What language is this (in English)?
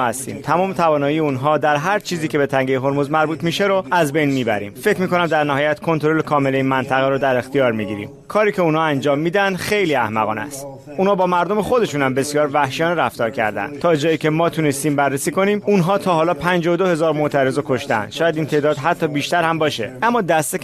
Persian